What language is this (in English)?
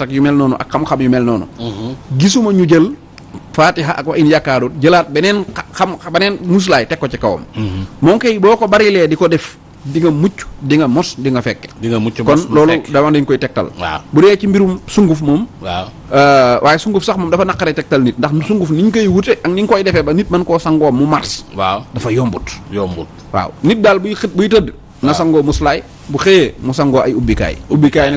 Wolof